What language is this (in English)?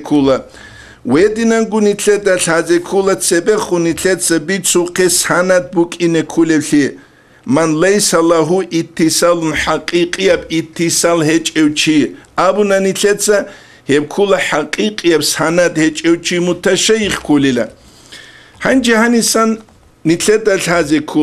Avaric